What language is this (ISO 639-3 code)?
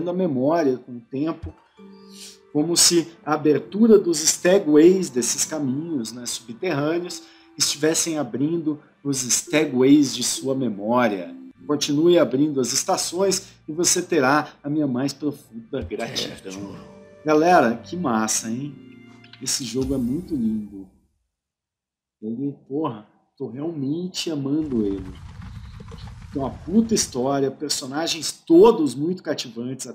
por